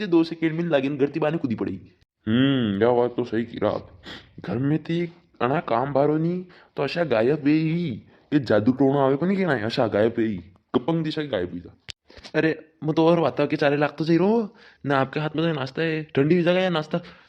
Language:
Rajasthani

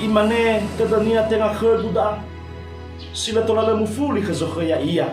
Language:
Nias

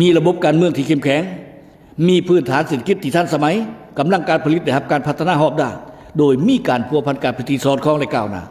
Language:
Lao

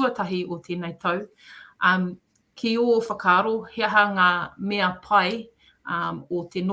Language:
Māori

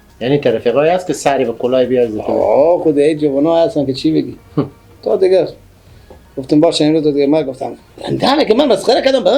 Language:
Persian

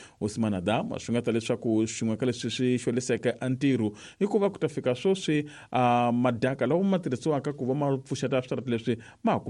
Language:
Tsonga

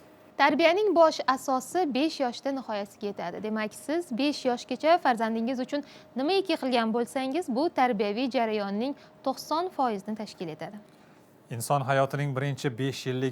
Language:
Uzbek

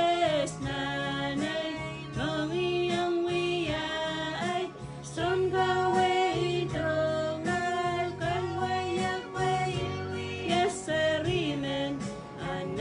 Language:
Pohnpeian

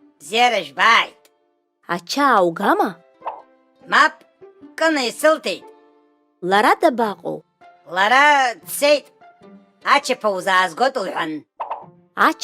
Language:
Abkhazian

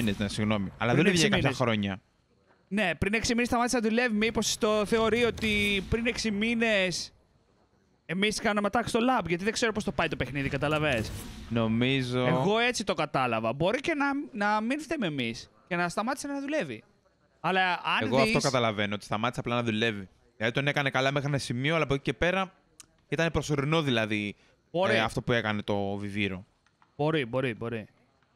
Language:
Greek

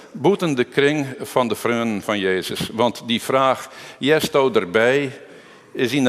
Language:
Western Frisian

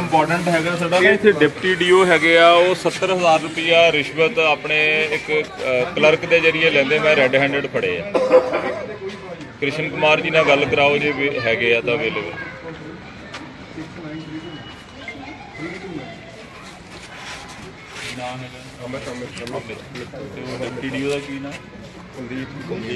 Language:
Punjabi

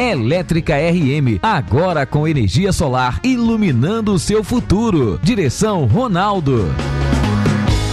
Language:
Portuguese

